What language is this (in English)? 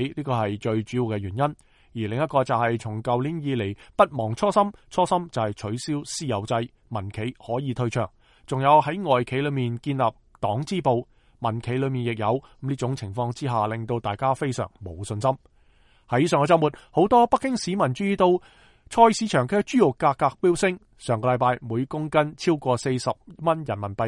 Cantonese